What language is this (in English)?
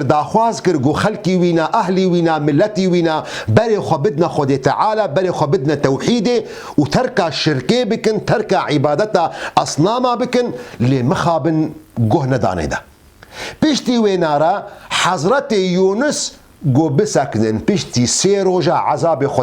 Kurdish